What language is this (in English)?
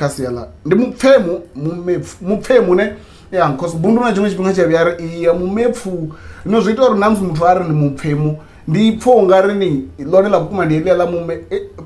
Venda